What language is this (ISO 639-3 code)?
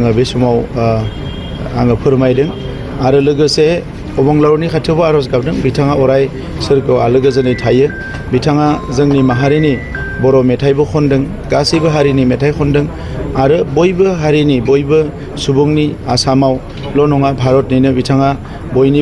brx